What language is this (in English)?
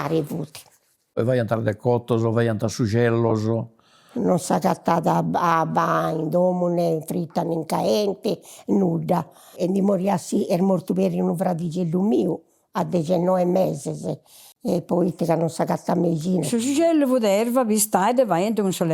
Sardinian